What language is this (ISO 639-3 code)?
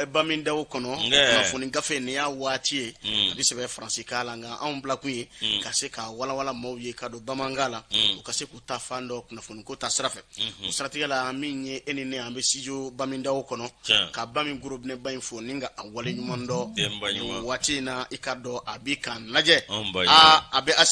bam